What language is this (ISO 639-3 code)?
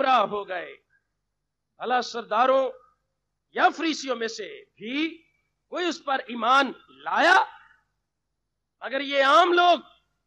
urd